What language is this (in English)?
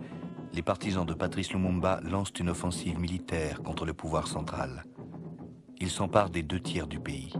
French